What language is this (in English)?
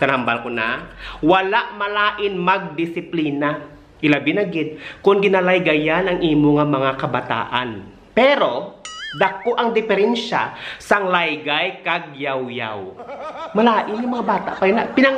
Hiligaynon